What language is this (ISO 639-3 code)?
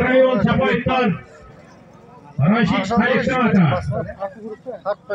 kaz